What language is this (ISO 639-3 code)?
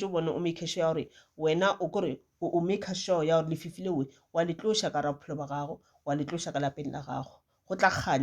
nso